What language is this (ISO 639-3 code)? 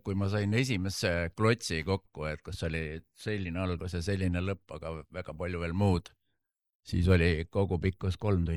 est